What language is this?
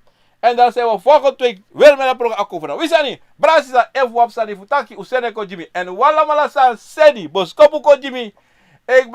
Sranan Tongo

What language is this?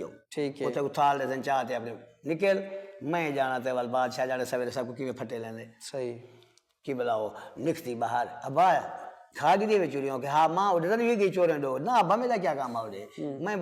Saraiki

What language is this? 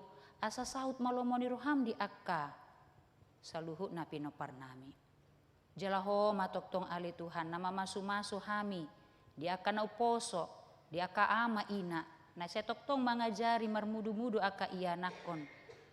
Batak Toba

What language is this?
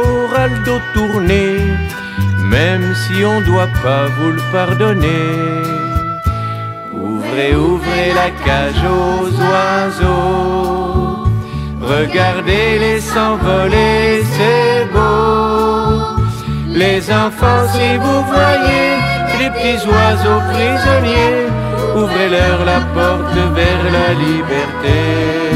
French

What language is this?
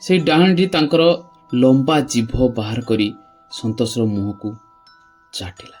Odia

